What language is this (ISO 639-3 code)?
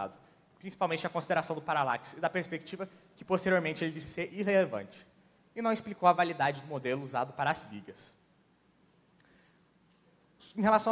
por